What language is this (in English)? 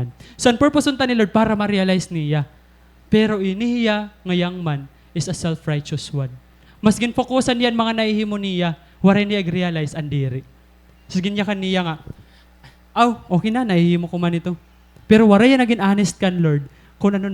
Waray